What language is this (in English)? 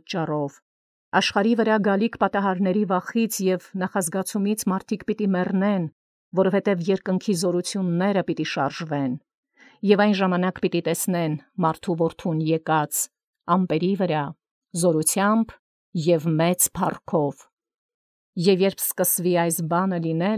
Armenian